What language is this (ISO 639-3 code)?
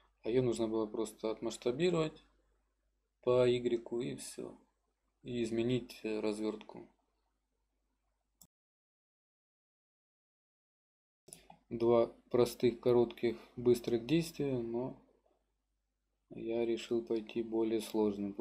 rus